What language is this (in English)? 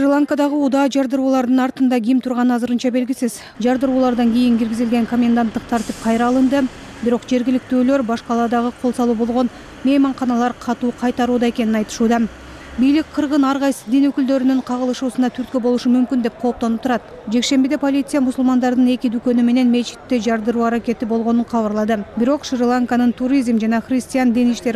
Kyrgyz